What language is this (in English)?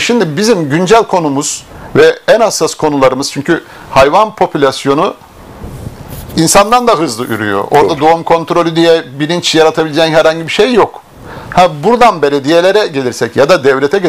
Turkish